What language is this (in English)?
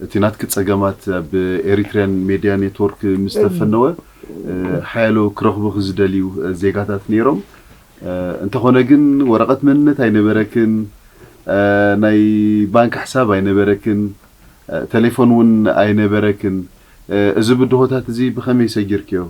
Tigrinya